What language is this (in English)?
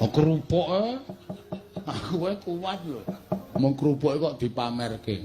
Javanese